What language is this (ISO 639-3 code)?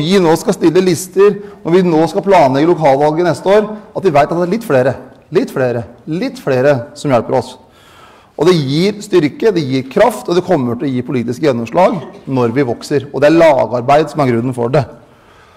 nor